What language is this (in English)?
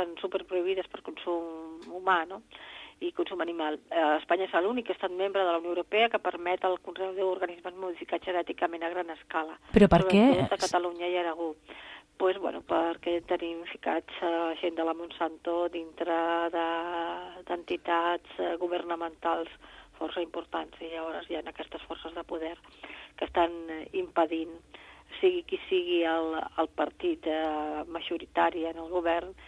Catalan